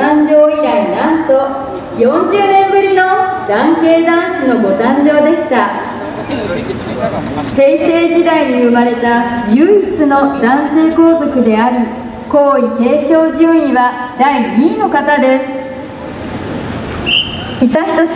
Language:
Japanese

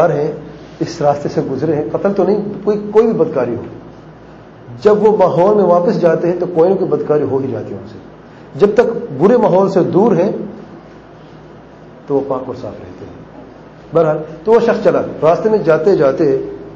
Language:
Urdu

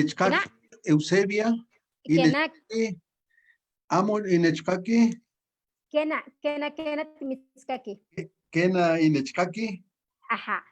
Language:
Eastern Huasteca Nahuatl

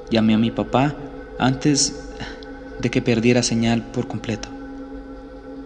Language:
Spanish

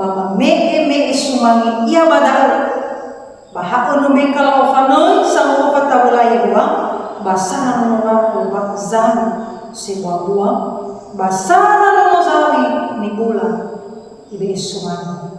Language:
Nias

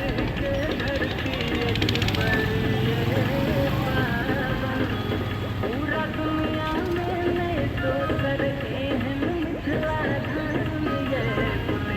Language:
Maithili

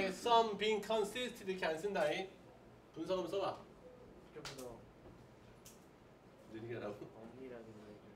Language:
Korean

